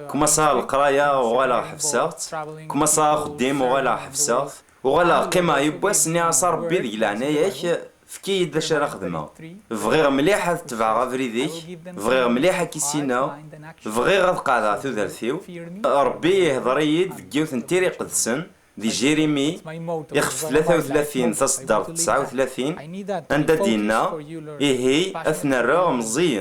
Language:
Kabyle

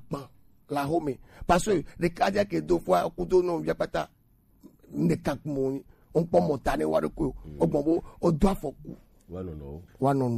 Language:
Gen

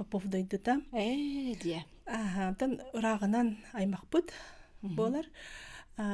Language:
Yakut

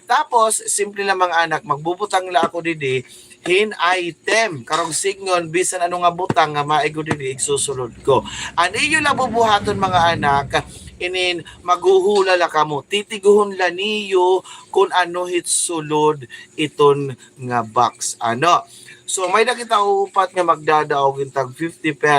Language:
Waray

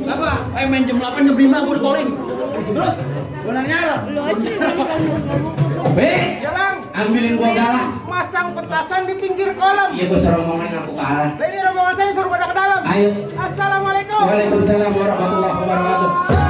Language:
Betawi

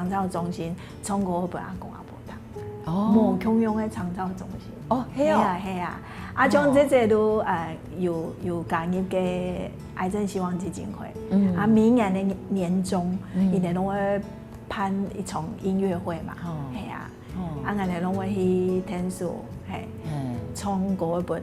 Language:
Hakka Chinese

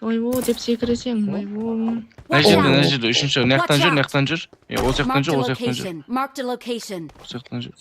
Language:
Kara-Kalpak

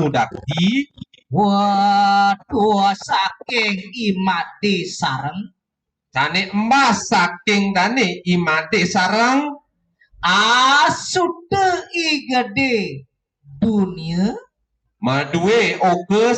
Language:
Balinese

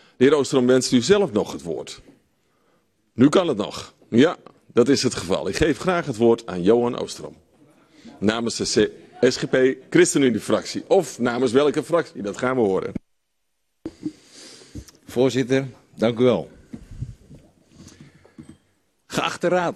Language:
Dutch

